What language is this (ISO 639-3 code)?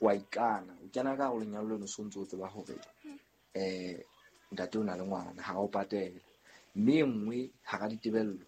sot